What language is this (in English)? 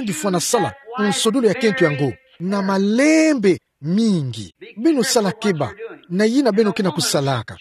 Kituba (Democratic Republic of Congo)